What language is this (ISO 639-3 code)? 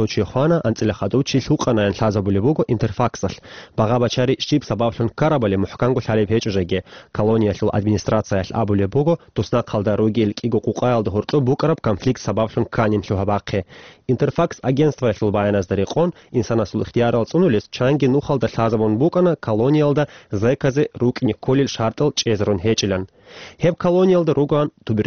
ava